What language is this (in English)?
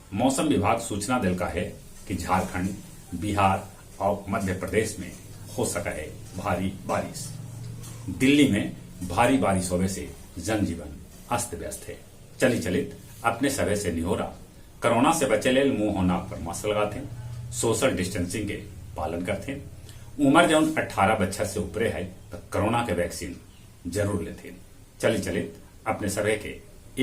Magahi